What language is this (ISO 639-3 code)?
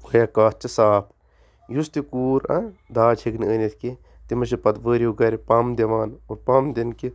kas